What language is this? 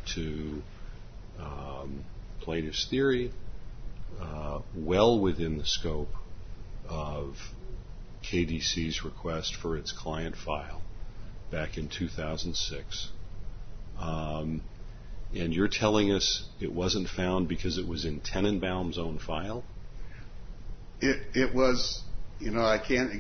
English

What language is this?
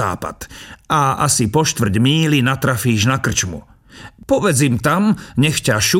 Slovak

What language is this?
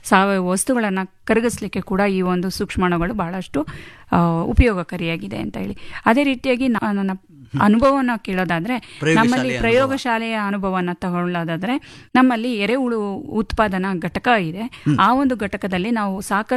Kannada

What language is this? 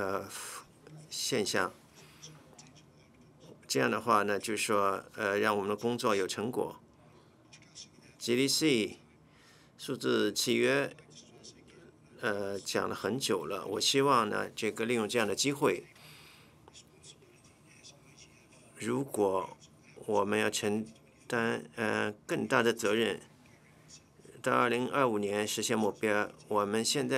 Chinese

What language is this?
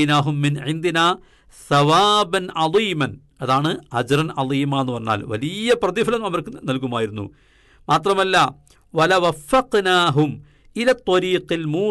Malayalam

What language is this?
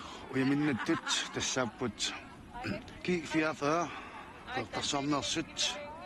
Kalaallisut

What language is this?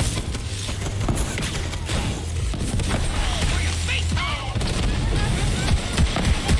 English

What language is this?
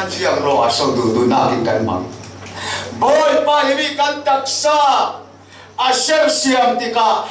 Falam Chin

